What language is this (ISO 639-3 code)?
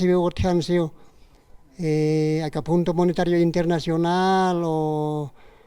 aym